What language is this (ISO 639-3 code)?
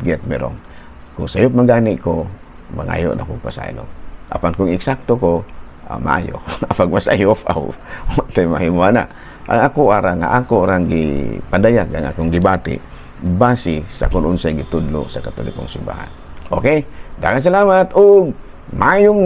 ceb